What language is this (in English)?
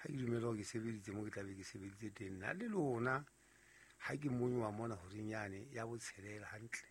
Southern Sotho